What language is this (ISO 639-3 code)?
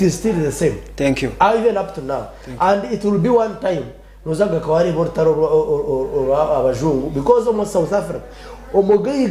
nyn